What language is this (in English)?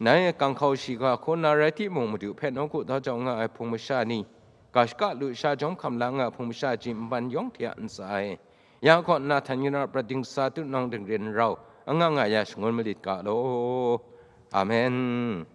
Kachin